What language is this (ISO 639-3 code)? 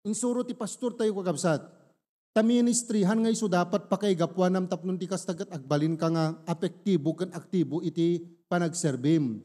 ilo